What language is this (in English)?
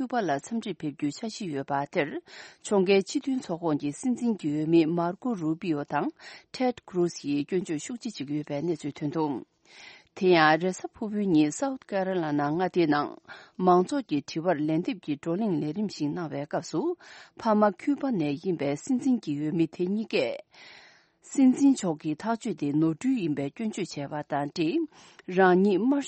Tibetan